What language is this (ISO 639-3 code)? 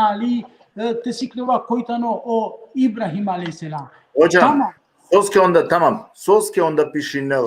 rmn